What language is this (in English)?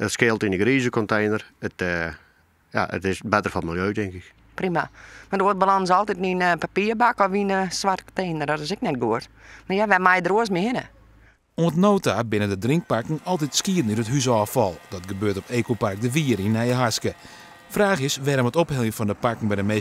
Western Frisian